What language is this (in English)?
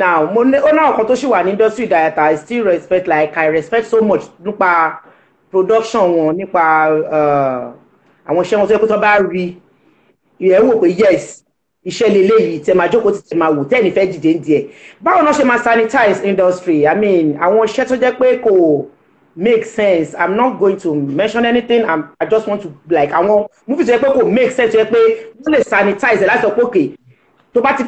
Yoruba